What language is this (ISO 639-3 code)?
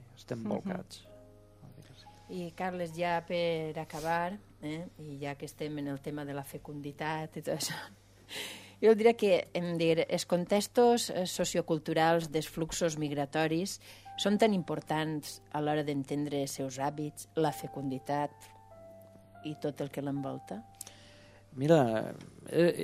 cat